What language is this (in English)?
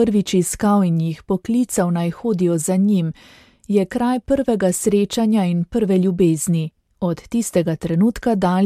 Slovenian